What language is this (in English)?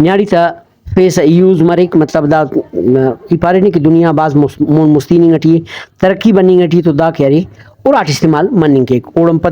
Brahui